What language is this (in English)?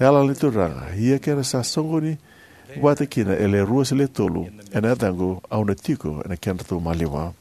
Fijian